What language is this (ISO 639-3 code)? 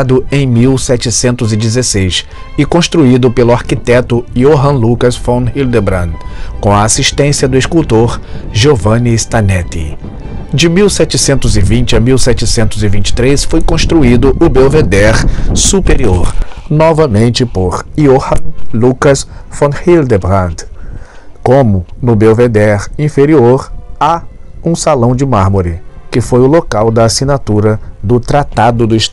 por